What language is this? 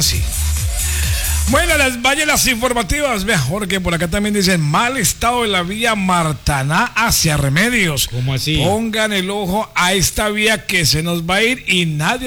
Spanish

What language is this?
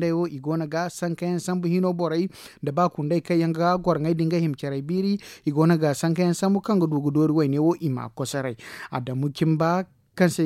Zarma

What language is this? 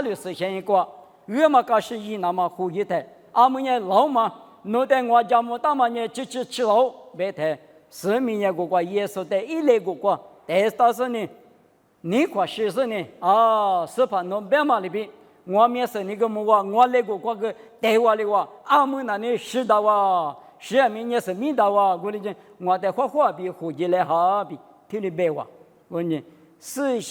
Lisu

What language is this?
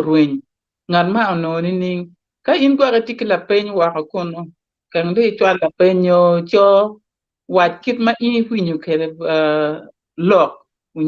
Acoli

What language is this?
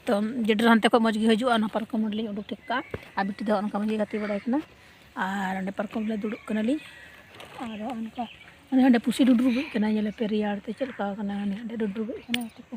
Santali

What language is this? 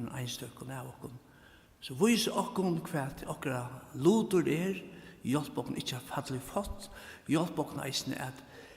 Faroese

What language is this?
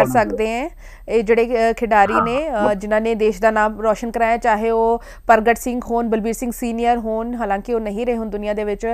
Punjabi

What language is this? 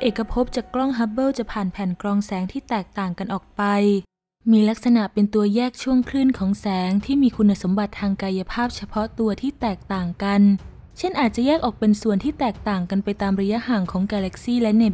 Thai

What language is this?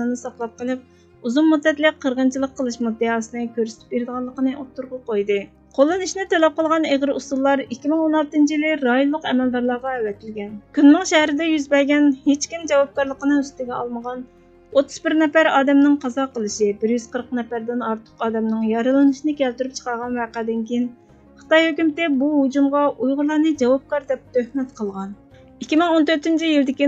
Uyghur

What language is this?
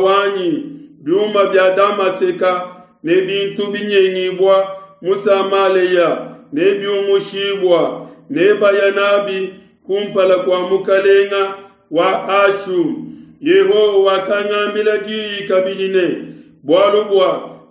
Luba-Lulua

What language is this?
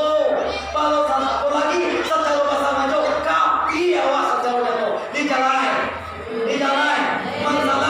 Minangkabau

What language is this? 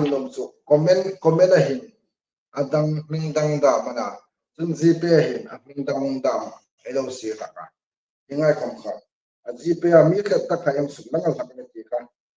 Hmar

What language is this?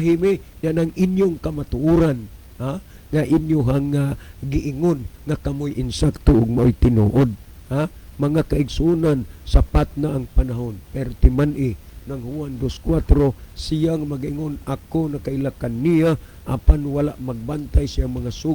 Cebuano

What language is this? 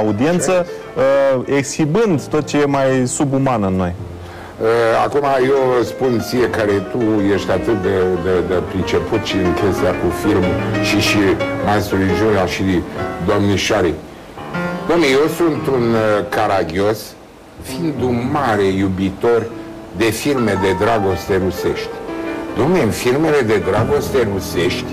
Romanian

